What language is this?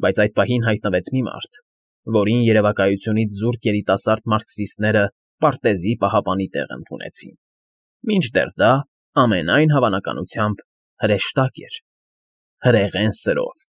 Armenian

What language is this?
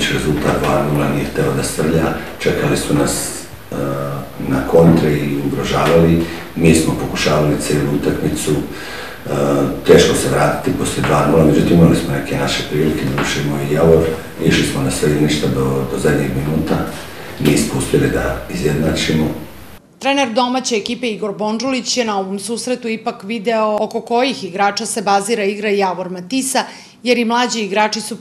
Serbian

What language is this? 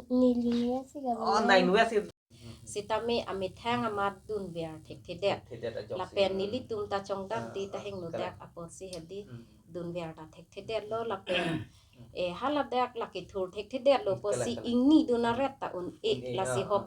Karbi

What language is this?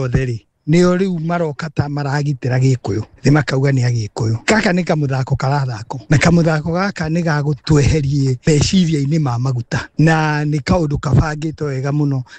Kikuyu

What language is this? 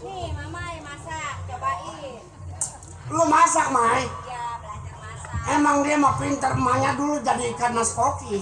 Betawi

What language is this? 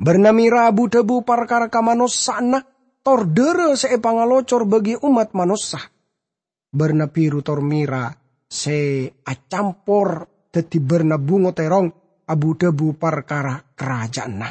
Madurese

